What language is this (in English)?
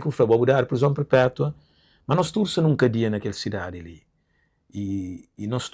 Kabuverdianu